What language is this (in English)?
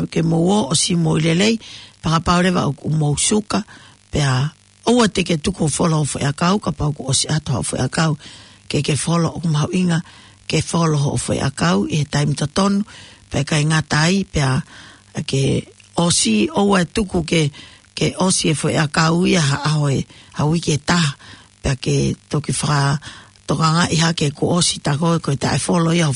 Tongan